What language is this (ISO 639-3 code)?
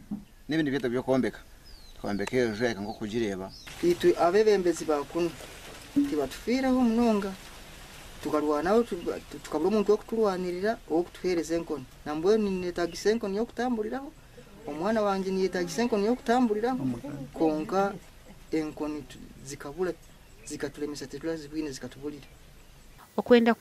nyn